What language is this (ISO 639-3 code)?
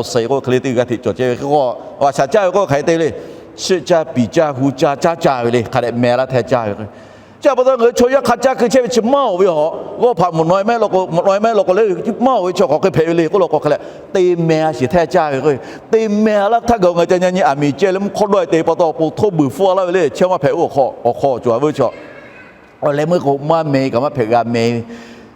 lhu